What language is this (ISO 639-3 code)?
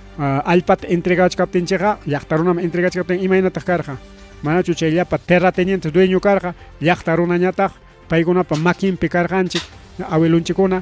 quy